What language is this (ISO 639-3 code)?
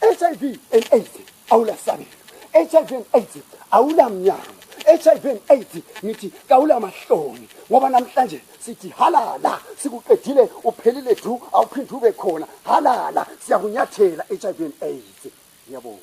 zul